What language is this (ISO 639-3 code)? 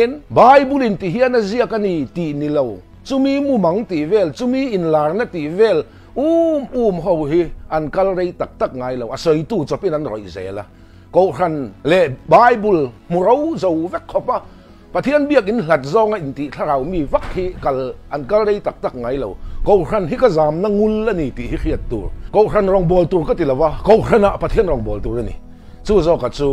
lus